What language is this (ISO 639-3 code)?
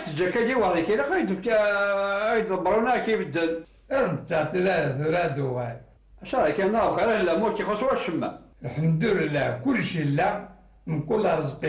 kab